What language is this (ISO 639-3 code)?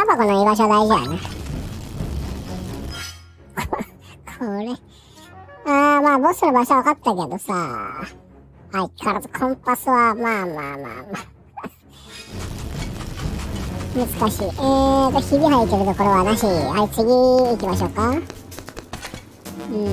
jpn